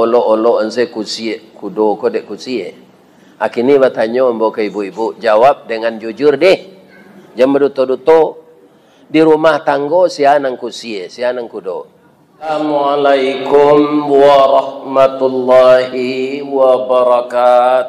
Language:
Minangkabau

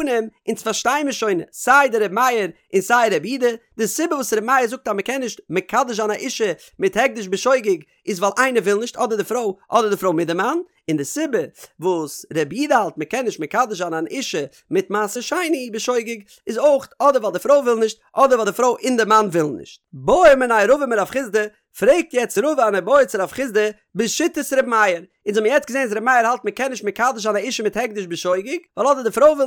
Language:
Yiddish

